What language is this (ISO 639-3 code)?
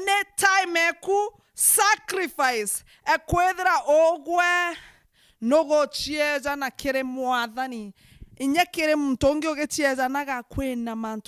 mer